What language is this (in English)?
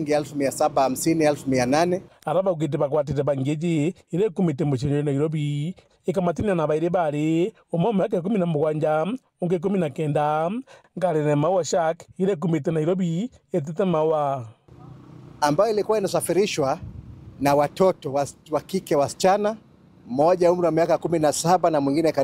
Meru